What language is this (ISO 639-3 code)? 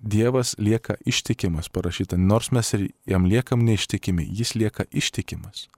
lit